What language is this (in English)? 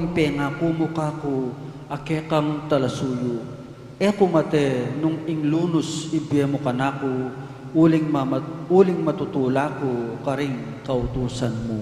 Pampanga